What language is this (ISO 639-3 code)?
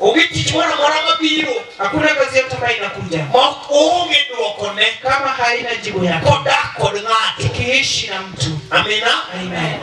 luo